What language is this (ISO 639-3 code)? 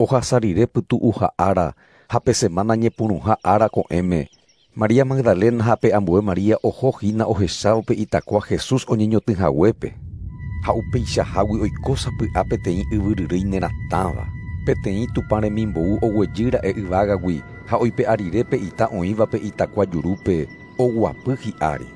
grn